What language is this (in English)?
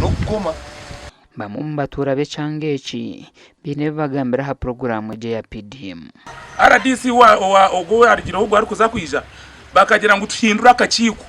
Nyankole